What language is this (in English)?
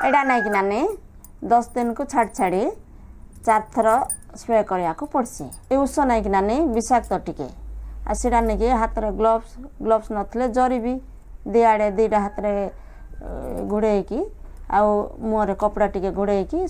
Odia